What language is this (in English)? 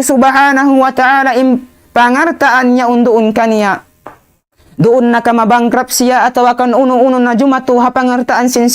Tausug